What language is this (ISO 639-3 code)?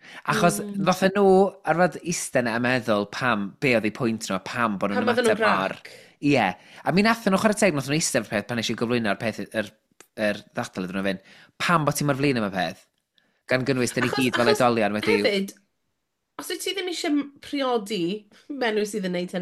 cym